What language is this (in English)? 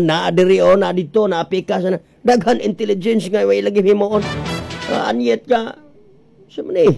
Cebuano